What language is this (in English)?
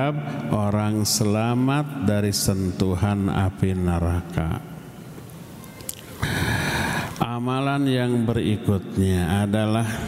Indonesian